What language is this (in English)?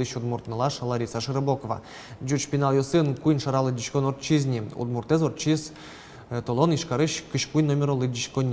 Udmurt